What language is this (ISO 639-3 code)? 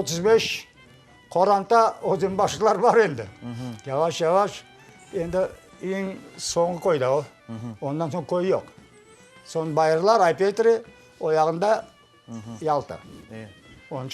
crh